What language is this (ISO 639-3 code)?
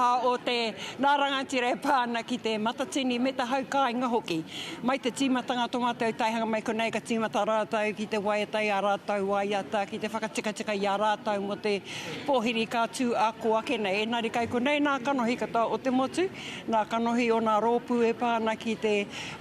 mri